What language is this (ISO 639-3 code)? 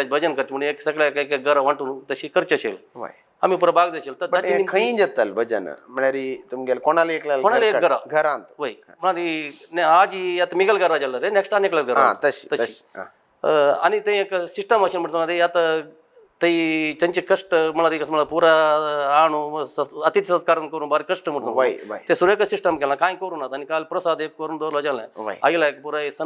kok